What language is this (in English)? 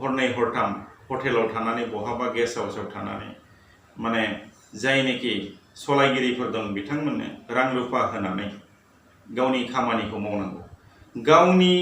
Bodo